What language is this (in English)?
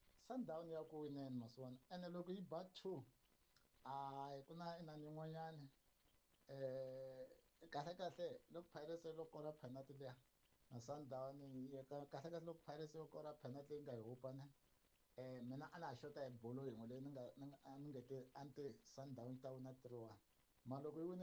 Tsonga